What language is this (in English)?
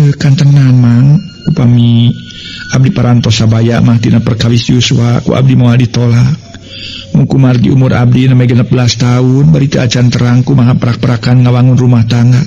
Sundanese